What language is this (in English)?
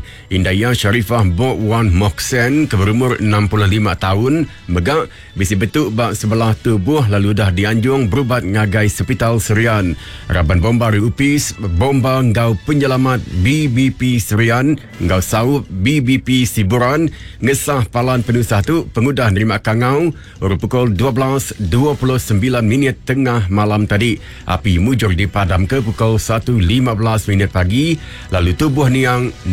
Iban